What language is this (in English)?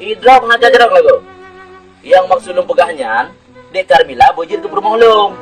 Achinese